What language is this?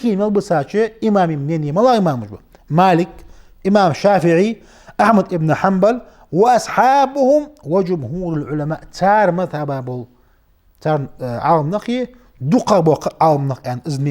Ingush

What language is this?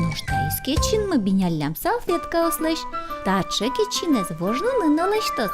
Udmurt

